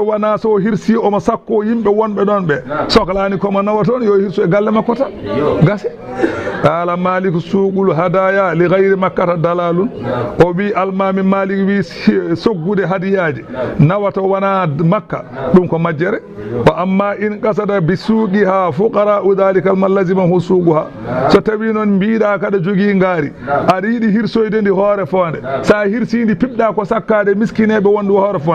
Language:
Fula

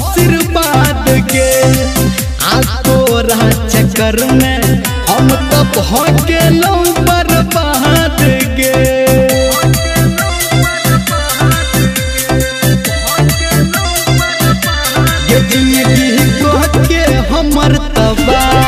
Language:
Maithili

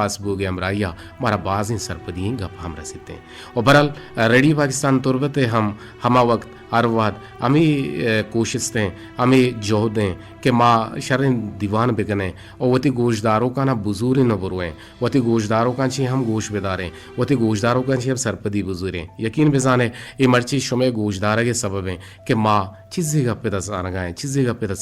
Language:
Eastern Balochi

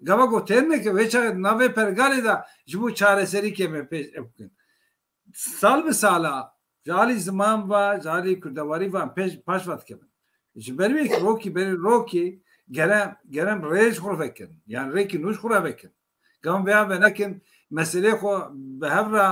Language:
Kurdish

